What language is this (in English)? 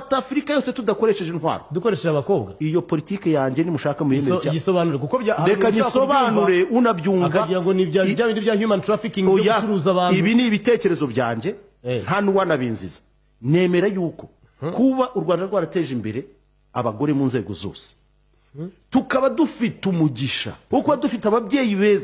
Kinyarwanda